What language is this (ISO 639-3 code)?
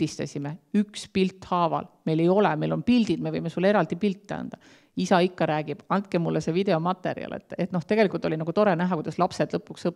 est